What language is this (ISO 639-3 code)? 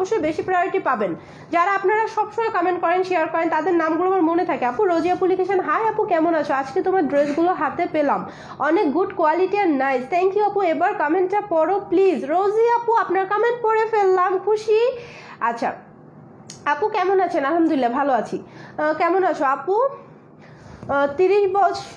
ben